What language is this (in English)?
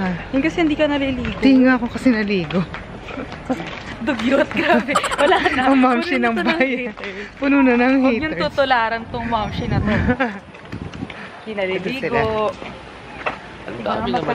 Filipino